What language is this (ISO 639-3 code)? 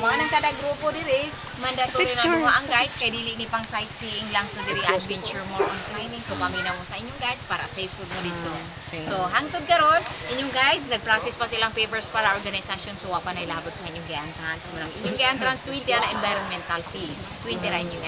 ceb